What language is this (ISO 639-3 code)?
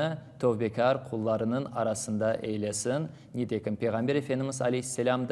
crh